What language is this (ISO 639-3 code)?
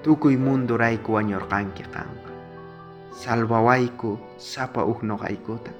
quh